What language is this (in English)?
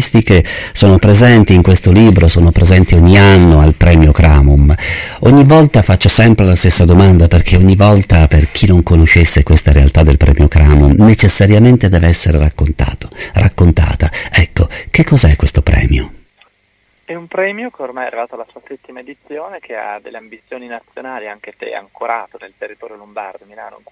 Italian